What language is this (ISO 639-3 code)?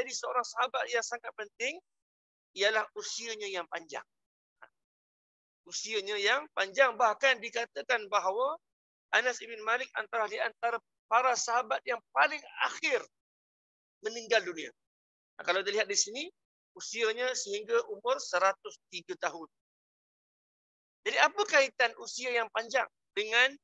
msa